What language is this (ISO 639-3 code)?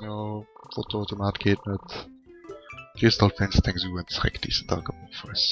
ltz